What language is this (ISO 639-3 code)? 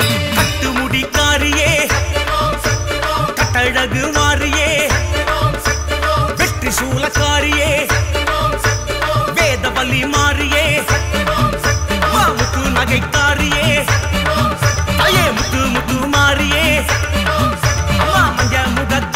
tam